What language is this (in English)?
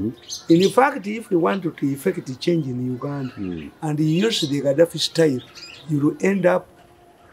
English